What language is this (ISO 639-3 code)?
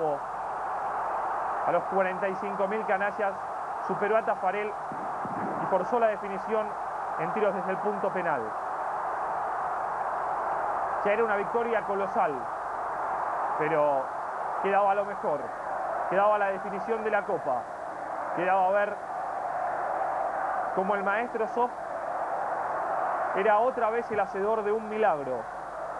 spa